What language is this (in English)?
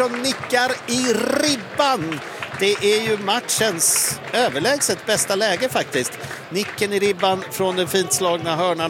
Swedish